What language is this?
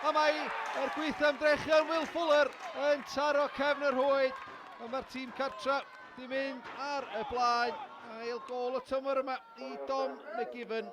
Welsh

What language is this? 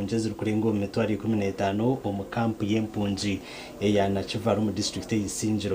Nyankole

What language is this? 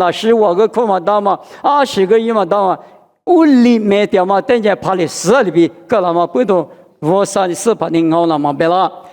Lisu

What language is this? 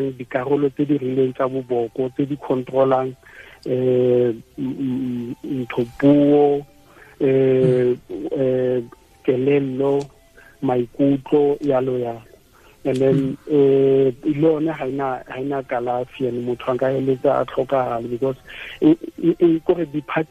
Tswana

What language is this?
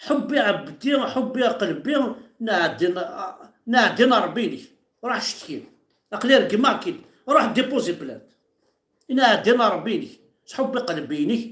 Kabyle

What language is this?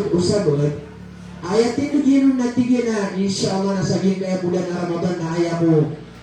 Maranao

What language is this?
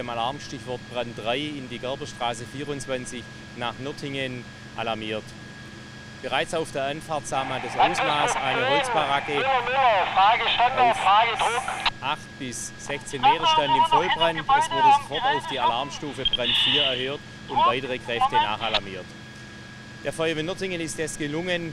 German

